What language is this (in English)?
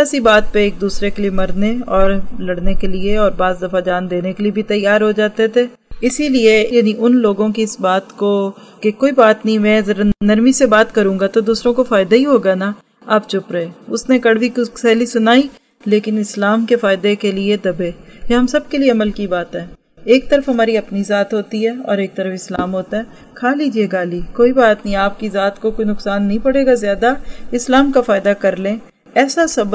Urdu